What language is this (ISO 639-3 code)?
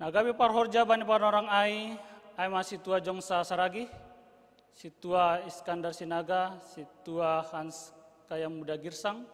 bts